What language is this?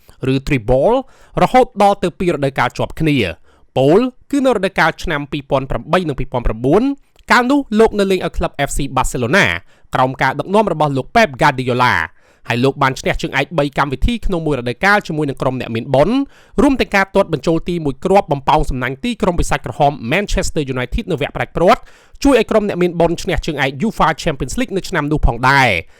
Khmer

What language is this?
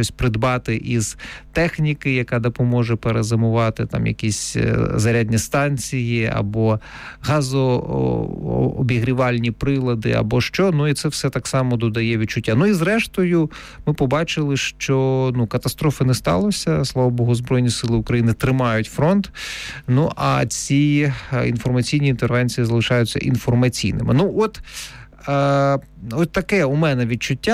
Ukrainian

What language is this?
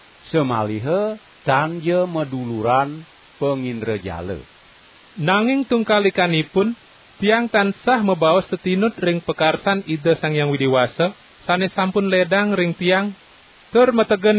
Balinese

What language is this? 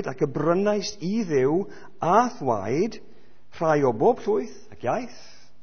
Welsh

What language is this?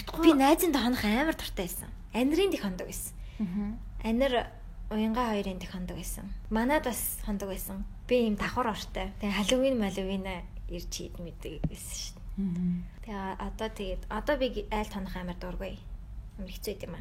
Mongolian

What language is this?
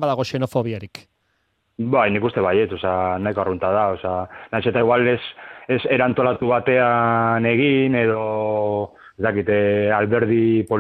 Basque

